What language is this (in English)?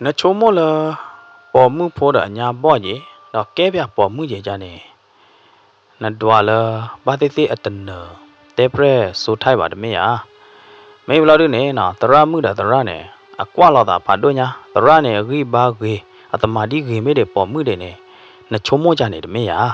S'gaw Karen